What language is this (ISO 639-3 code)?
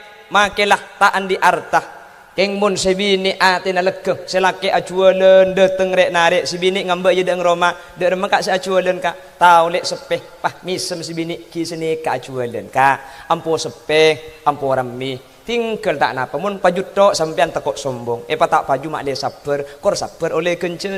mad